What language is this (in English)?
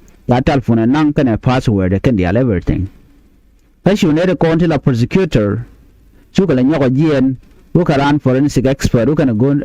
Nuer